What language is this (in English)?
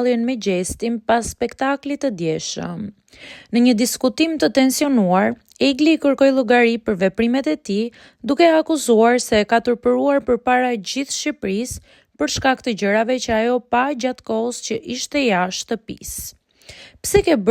Albanian